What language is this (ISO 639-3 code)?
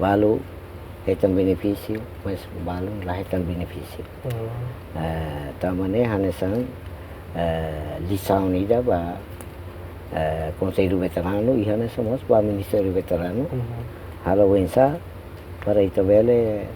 tet